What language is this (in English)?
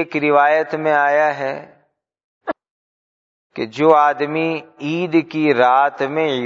Urdu